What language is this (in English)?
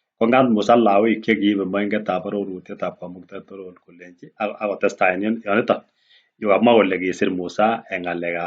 Kalenjin